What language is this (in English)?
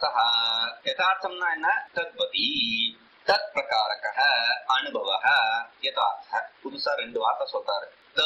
Tamil